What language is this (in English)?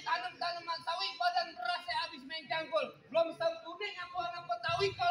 Betawi